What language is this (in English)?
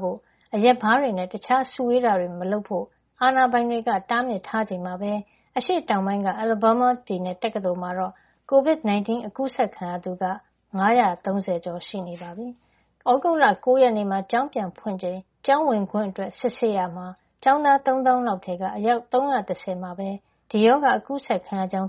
Burmese